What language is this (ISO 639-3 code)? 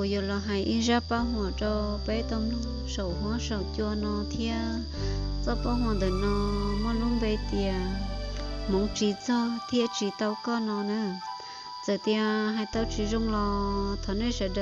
hmn